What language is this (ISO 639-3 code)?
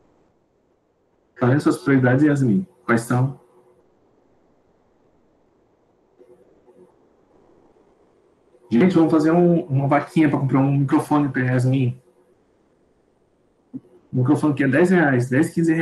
por